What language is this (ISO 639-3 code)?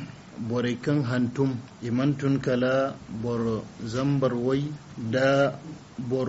dje